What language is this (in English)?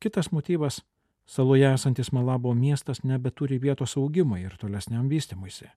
Lithuanian